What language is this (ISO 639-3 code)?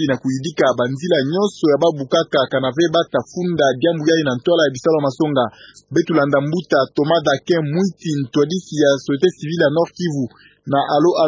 ktu